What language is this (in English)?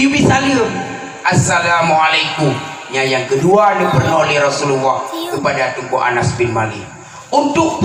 Achinese